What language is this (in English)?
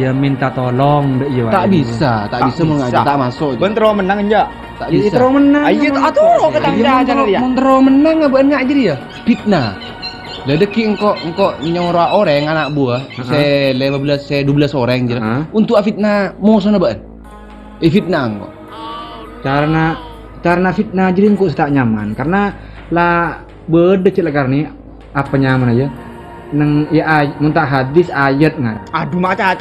Madurese